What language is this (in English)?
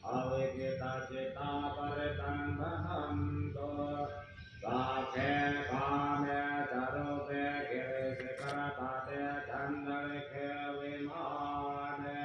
Pali